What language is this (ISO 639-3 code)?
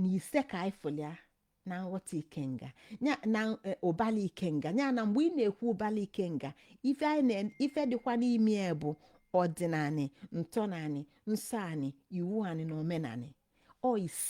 ibo